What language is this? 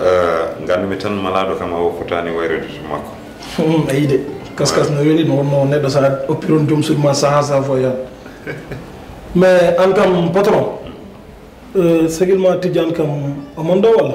Fula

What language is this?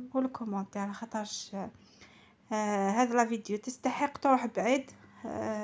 Algerian Arabic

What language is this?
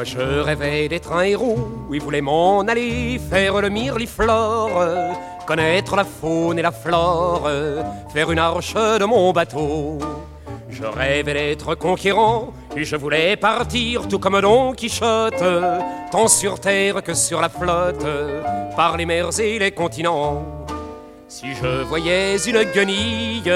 French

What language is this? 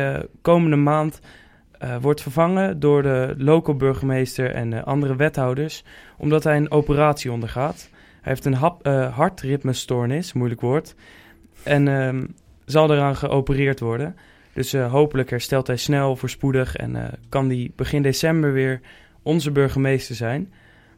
Dutch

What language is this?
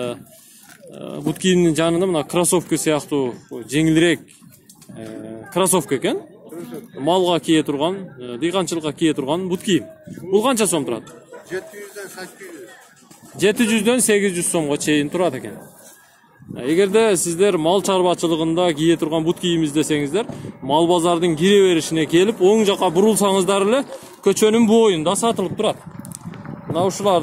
Kyrgyz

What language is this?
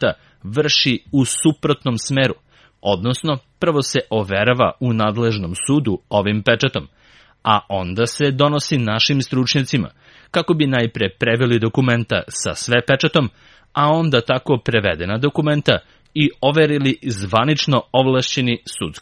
Serbian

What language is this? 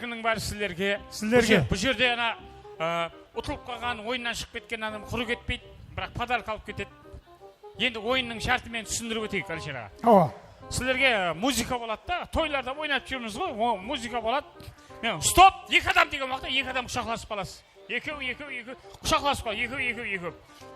Kara-Kalpak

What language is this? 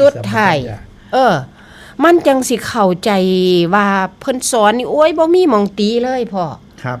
Northeastern Thai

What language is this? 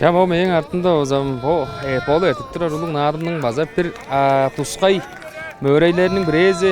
Tuvinian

